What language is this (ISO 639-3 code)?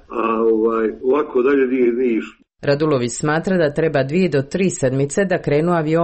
srp